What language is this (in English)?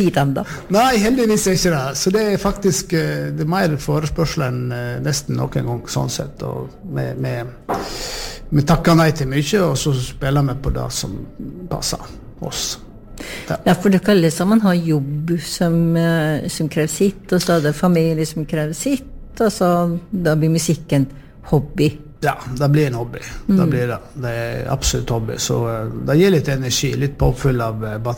Norwegian